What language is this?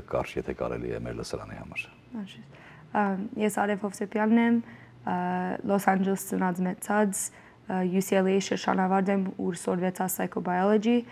Western Armenian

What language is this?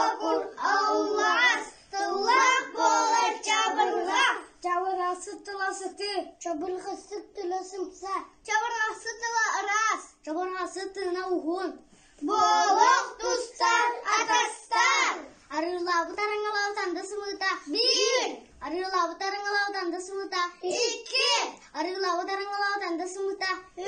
Yakut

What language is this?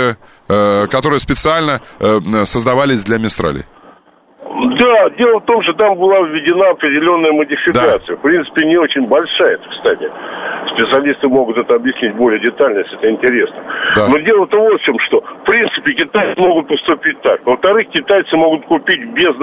Russian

